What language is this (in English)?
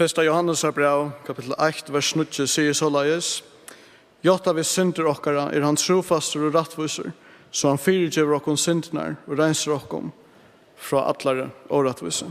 Faroese